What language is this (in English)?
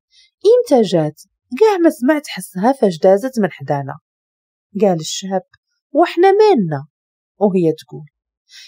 Moroccan Arabic